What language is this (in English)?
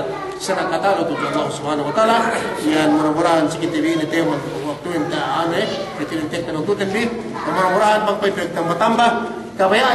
Yakan